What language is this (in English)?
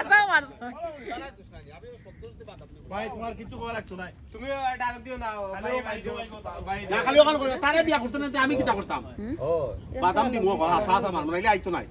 Sylheti